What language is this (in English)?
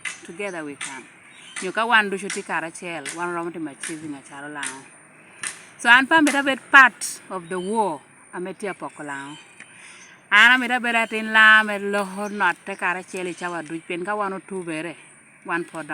Lango (Uganda)